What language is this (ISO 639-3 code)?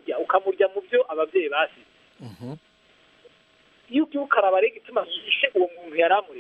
kin